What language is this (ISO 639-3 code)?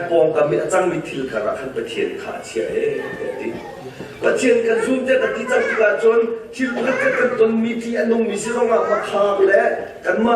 cnh